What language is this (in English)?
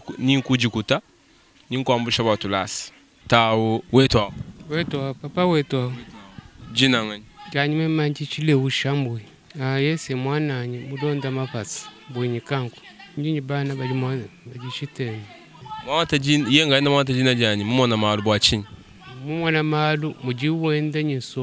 Luba-Lulua